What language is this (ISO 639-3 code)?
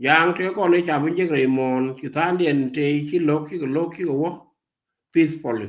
nus